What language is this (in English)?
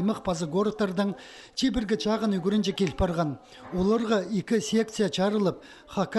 Khakas